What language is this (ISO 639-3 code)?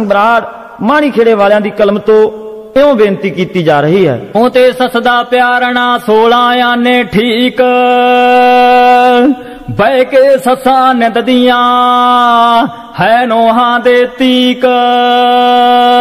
pan